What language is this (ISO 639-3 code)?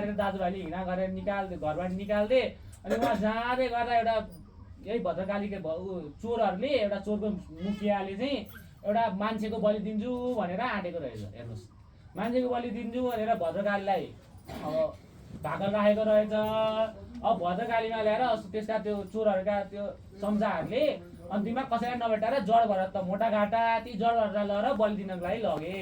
nep